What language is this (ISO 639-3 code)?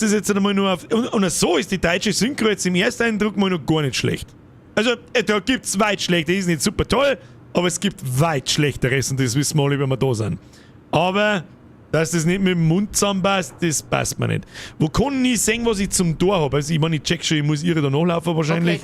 bar